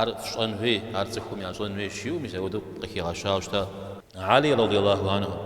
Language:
Kabardian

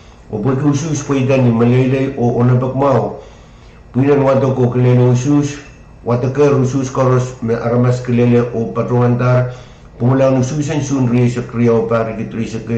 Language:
Pohnpeian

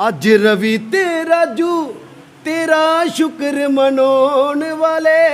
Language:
Dogri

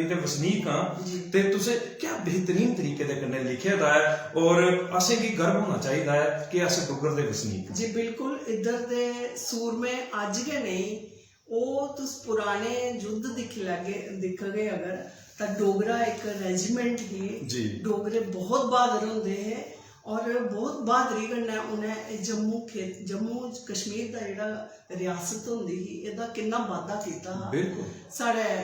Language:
Dogri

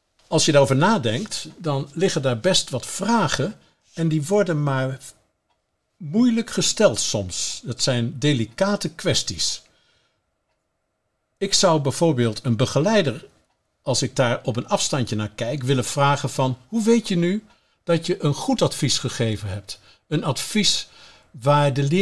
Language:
Dutch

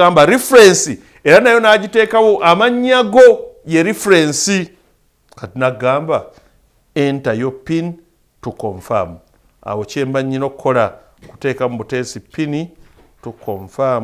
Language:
Ganda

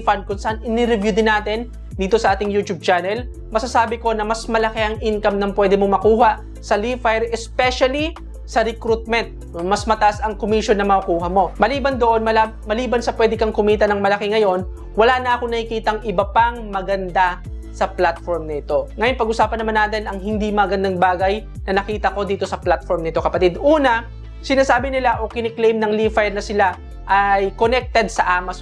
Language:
Filipino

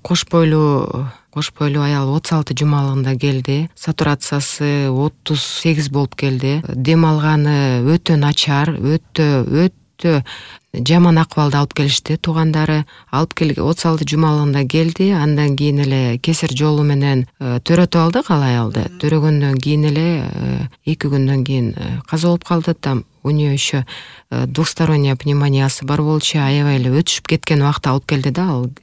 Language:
Kyrgyz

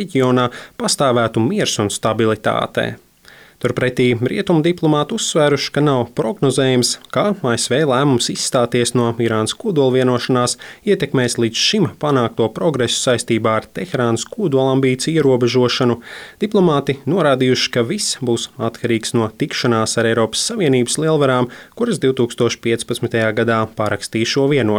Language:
Latvian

